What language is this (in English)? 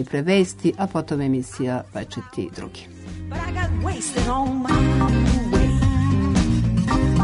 Serbian